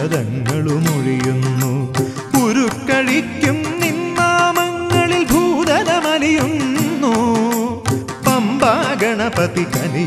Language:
Malayalam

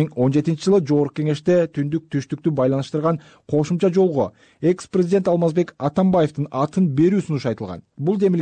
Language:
Kyrgyz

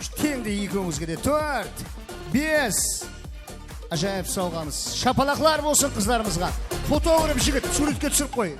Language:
Kara-Kalpak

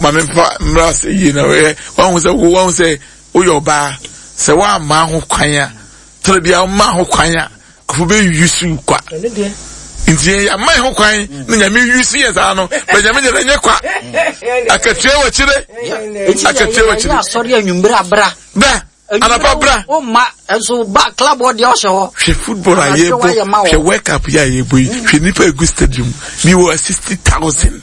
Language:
Akan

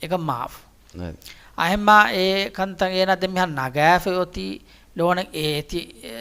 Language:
Divehi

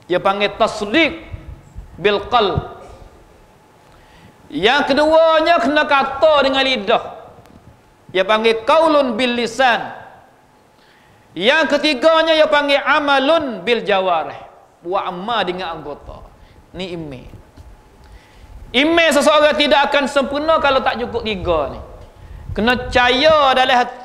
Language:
Malay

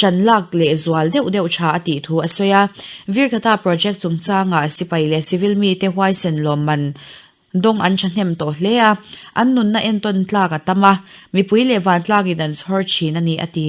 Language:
Mizo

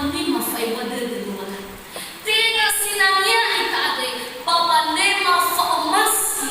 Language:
Nias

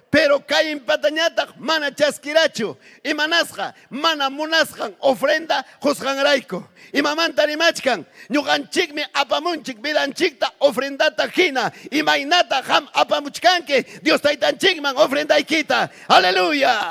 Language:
Ayacucho Quechua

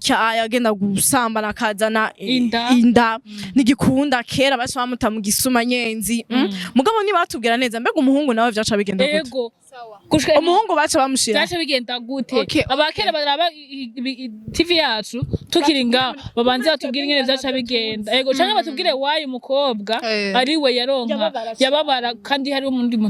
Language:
Rundi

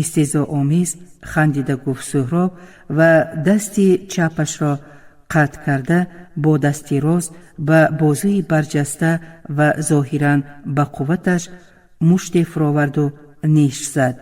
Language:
Tajik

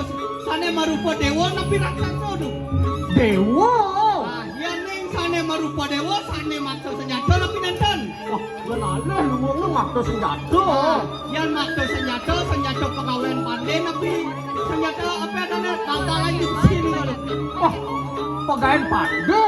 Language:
Balinese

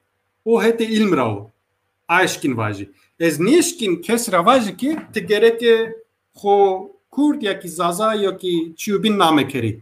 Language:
Zaza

